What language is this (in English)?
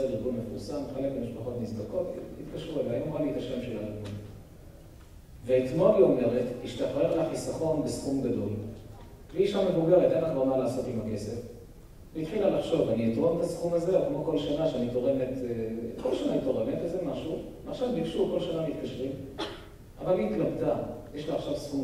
Hebrew